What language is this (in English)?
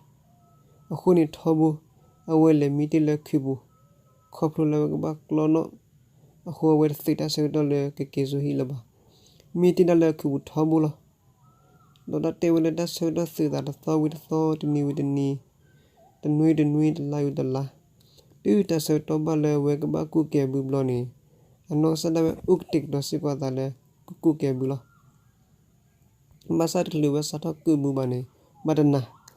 S'gaw Karen